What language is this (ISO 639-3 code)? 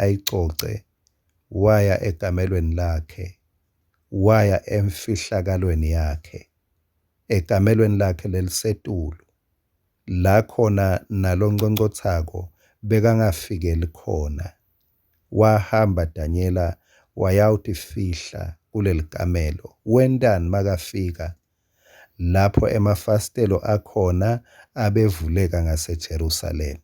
ssw